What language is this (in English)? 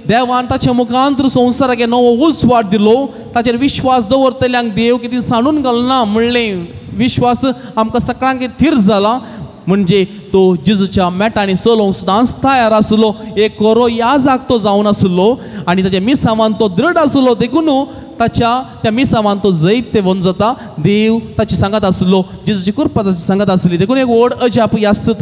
Konkani